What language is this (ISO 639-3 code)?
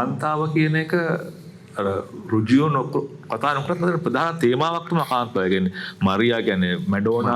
sin